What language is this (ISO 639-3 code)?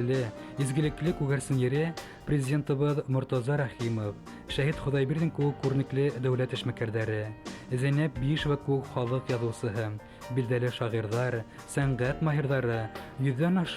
bak